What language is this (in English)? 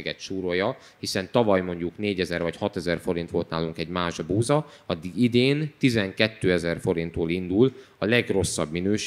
Hungarian